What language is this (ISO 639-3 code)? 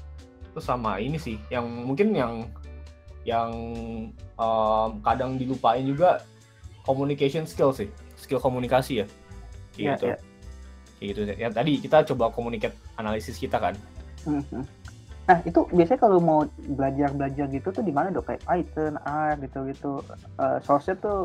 ind